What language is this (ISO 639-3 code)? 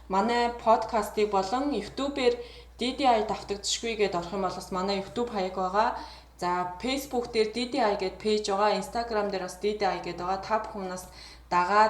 mon